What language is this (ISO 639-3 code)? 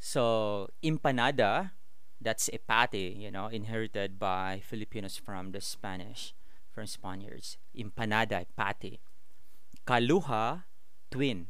ceb